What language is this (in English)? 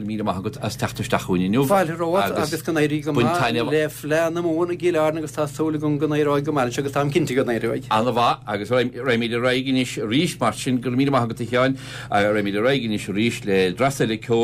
Irish